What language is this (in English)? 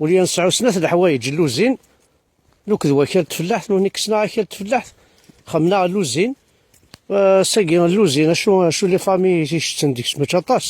Kabyle